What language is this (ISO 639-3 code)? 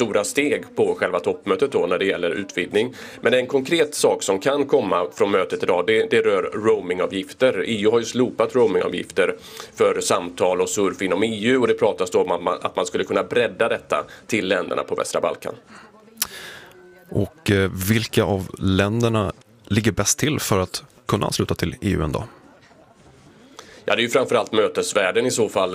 swe